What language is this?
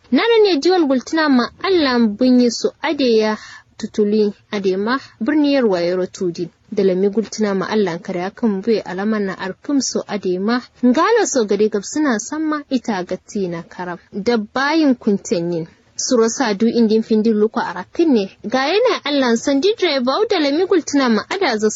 Kanuri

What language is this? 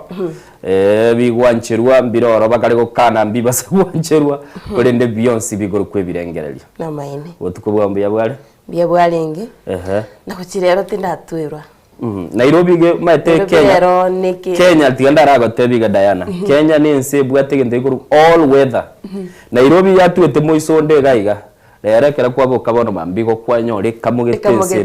Gusii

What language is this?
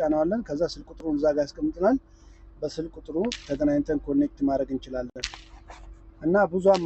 Amharic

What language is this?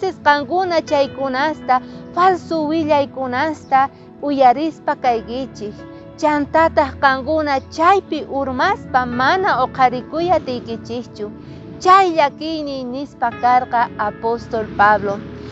South Bolivian Quechua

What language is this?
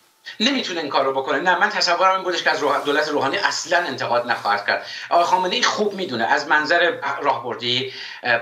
Persian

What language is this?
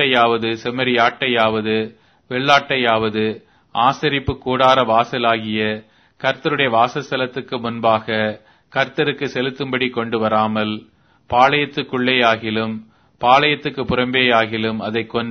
Tamil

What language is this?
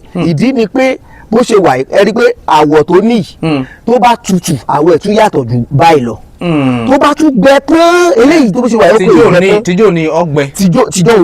Yoruba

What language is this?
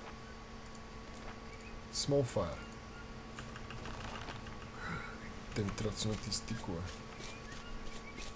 Bulgarian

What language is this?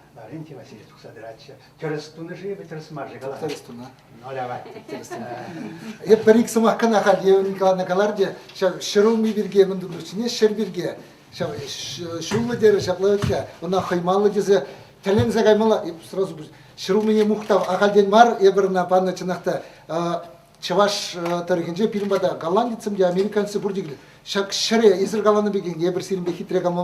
Chuvash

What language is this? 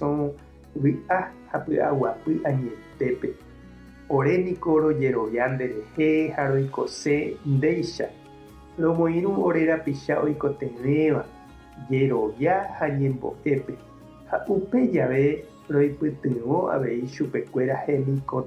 Guarani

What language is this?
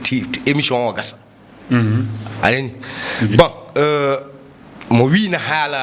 Fula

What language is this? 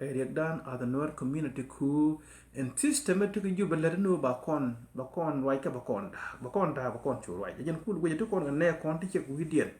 Nuer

